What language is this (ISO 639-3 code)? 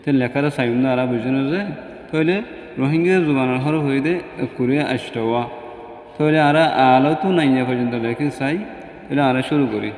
rhg